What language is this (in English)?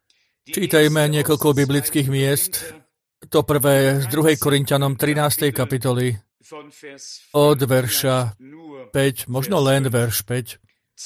Slovak